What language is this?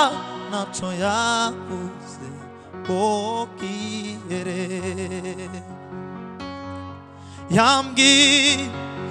Kinyarwanda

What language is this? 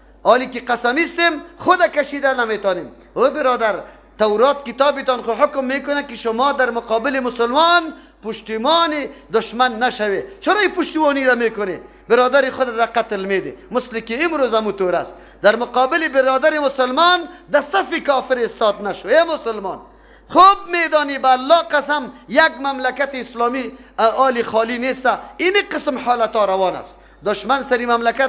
Persian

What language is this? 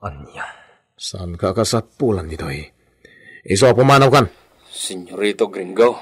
Iloko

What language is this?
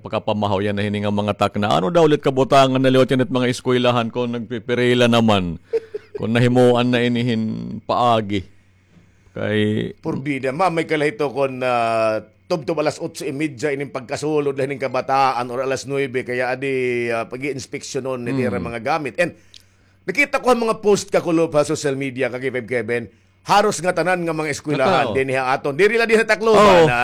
Waray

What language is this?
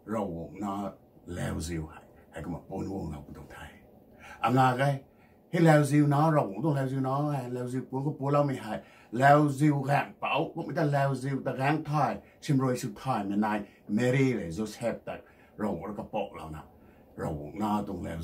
Rongmei Naga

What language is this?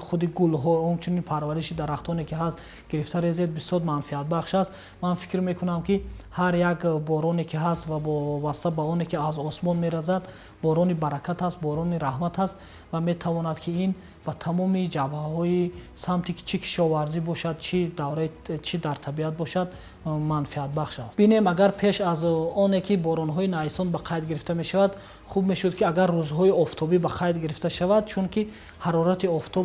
Tajik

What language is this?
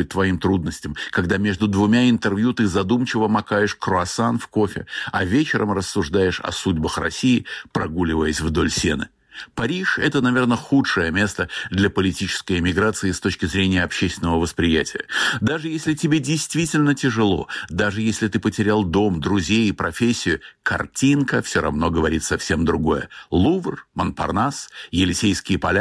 Russian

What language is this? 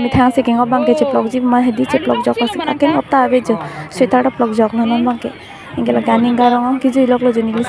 Karbi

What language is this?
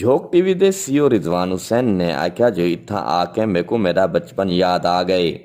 Western Panjabi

